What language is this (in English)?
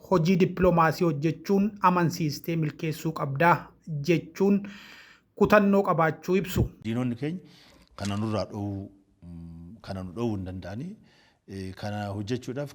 Oromo